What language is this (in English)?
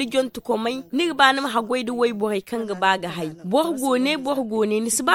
Zarma